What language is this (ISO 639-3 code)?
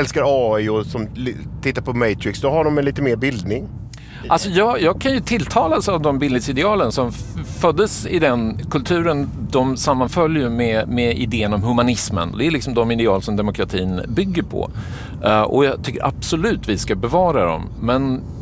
swe